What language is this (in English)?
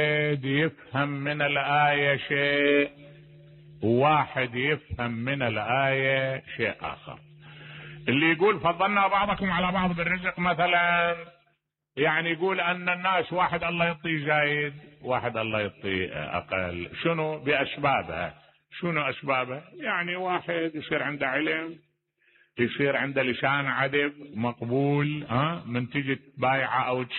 Mesopotamian Arabic